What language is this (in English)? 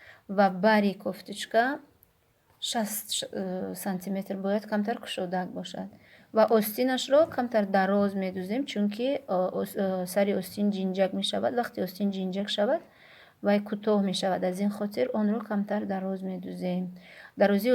Tajik